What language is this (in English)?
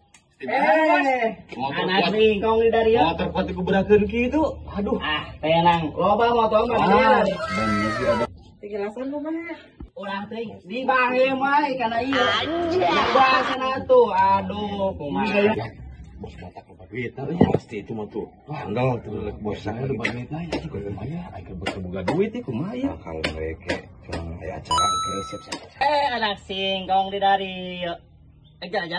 Sundanese